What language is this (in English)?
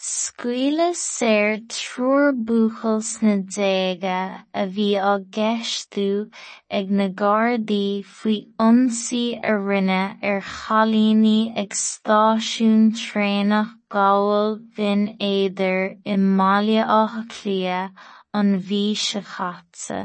Irish